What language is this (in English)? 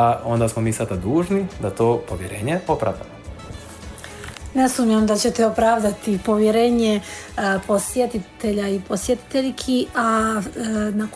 Croatian